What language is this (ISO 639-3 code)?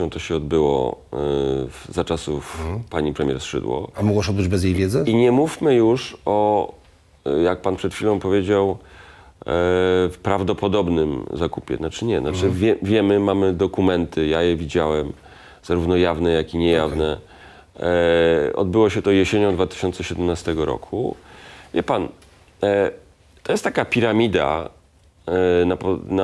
pol